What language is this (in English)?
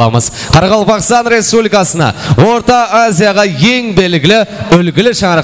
Kara-Kalpak